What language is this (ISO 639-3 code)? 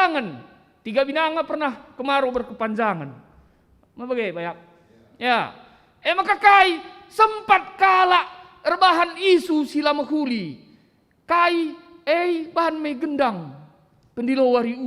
btx